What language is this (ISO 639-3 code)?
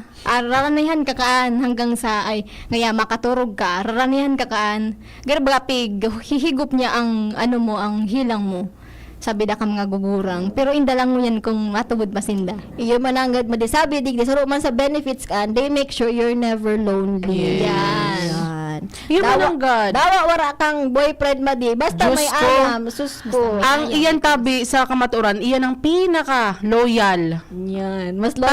bik